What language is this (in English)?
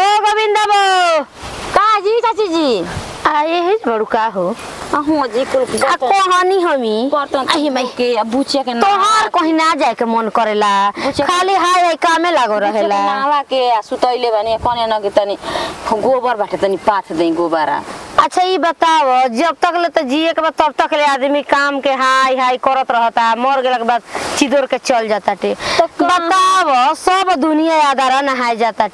Bhojpuri